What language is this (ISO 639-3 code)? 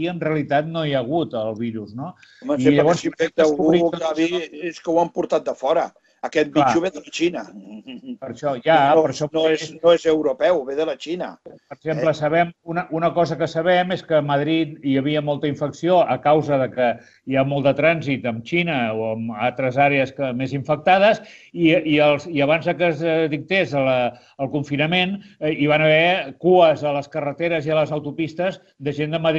cat